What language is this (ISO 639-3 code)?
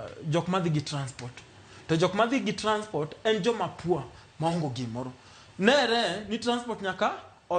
luo